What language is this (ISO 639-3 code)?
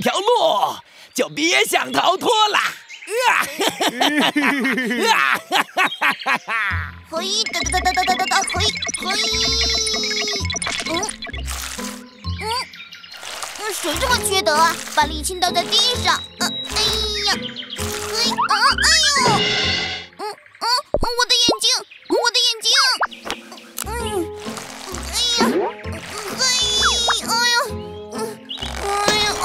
zho